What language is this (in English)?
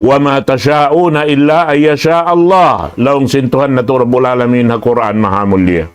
Tausug